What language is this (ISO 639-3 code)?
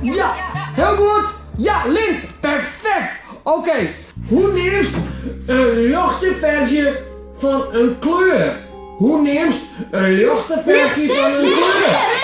fry